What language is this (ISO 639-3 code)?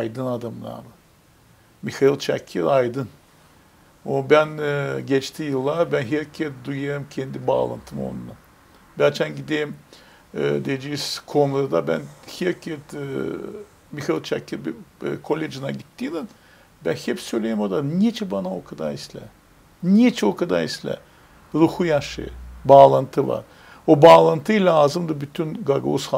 gag